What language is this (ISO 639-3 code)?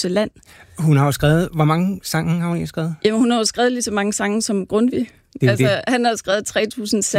dan